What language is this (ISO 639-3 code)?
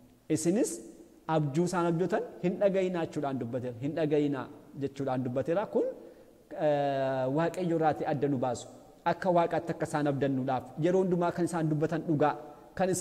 orm